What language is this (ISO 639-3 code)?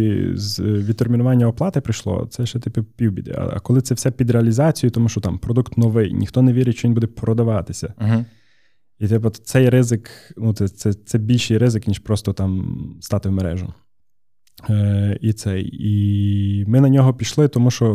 ukr